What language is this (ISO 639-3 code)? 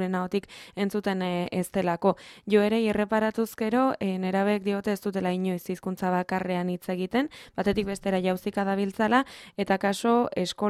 eus